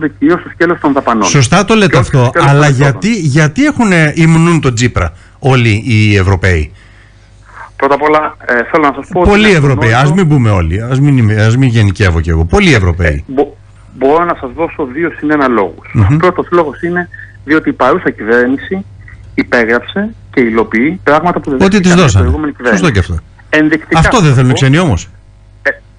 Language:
Greek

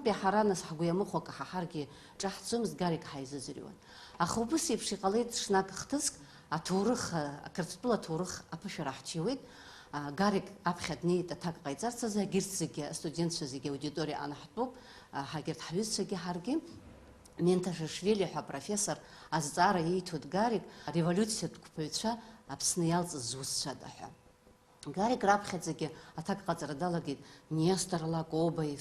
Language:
Abkhazian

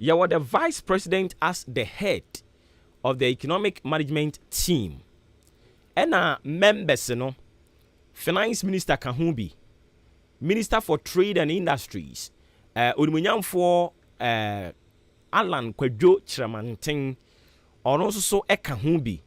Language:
Akan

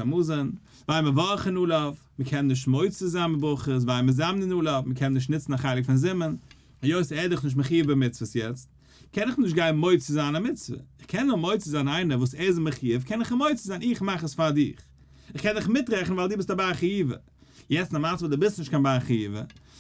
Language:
Yiddish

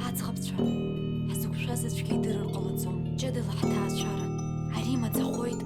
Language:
Abkhazian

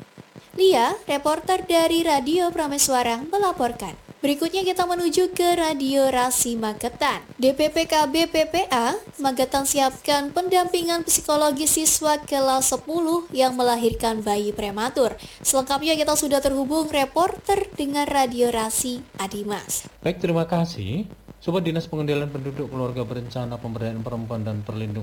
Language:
Indonesian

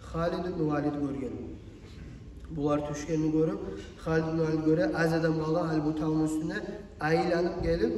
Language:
Kumyk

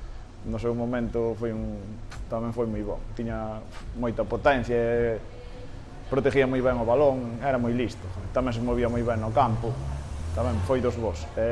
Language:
Galician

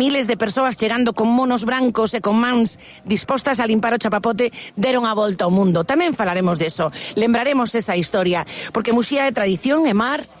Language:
Galician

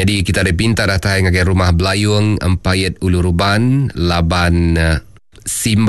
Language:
Iban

